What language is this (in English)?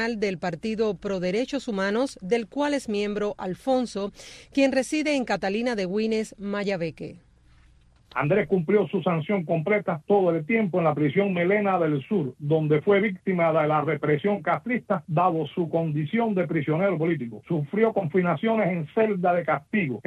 Spanish